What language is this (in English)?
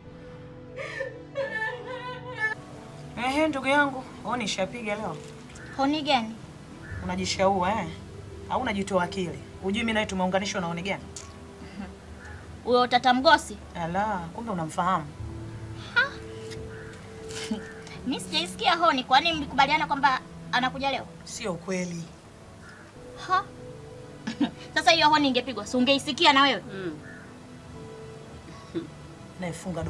Swahili